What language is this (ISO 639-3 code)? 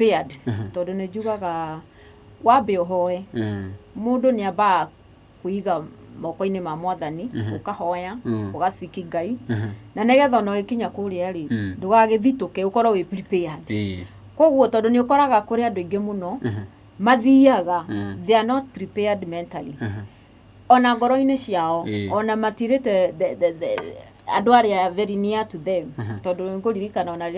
kik